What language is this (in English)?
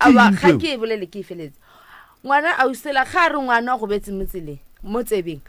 Northern Sotho